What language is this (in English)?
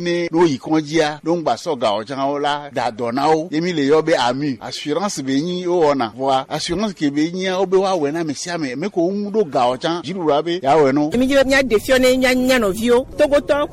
Gen